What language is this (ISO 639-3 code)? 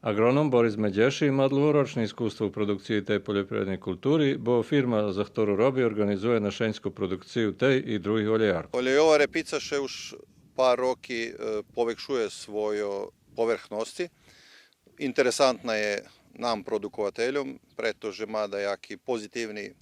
rue